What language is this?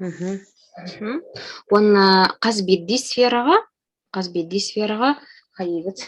Yakut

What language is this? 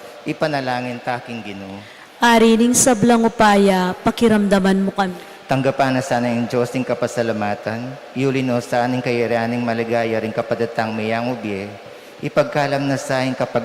Pampanga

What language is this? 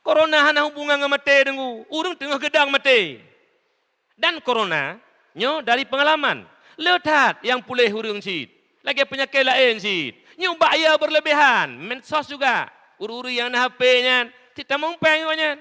Achinese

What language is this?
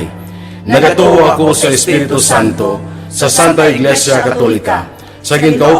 Hiligaynon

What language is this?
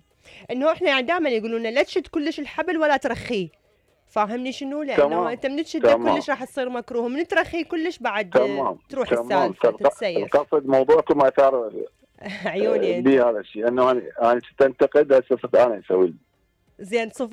Mesopotamian Arabic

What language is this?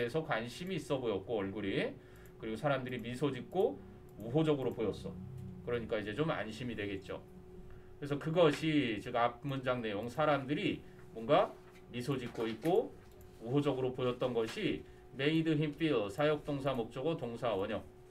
Korean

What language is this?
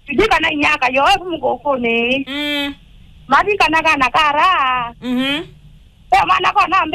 Kamba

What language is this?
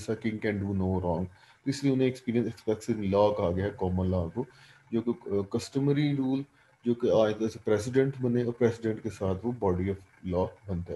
Urdu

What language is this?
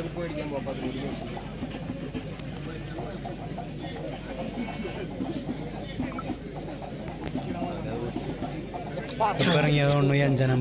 Malayalam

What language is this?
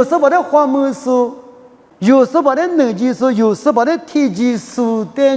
Lisu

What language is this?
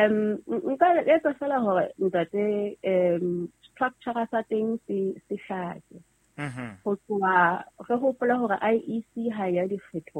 Southern Sotho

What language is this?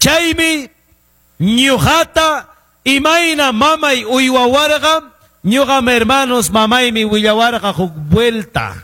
Ayacucho Quechua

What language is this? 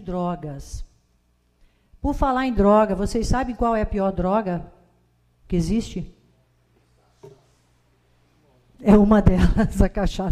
Portuguese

